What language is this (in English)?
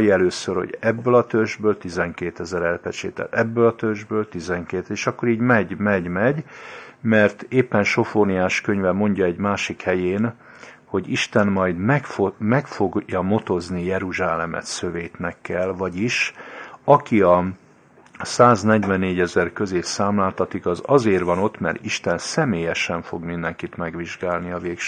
Hungarian